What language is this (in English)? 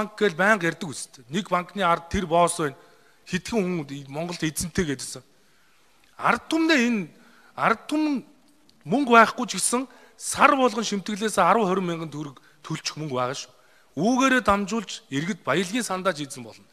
Mongolian